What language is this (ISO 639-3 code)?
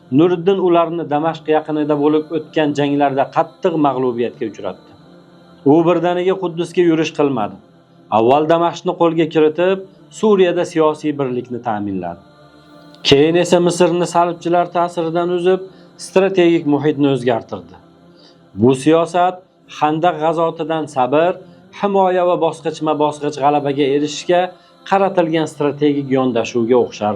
uzb